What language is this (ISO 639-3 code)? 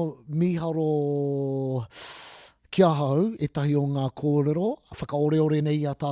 mri